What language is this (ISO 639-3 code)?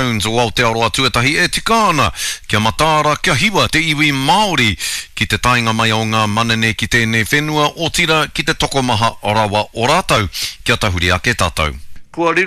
mri